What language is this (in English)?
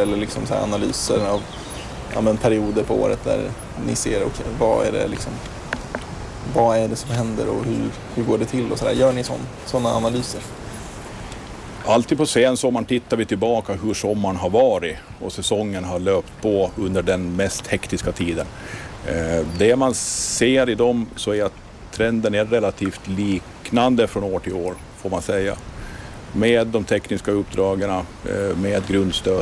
Swedish